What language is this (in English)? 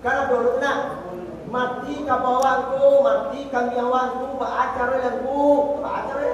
Minangkabau